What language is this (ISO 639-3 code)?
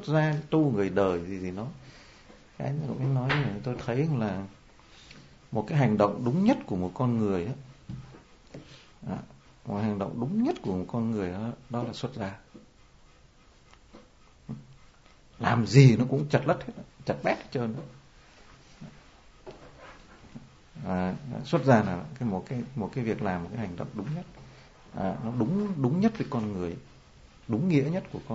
vie